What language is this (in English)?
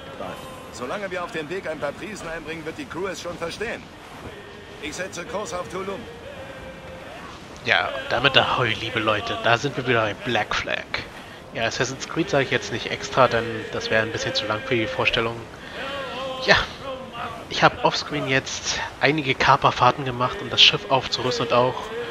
German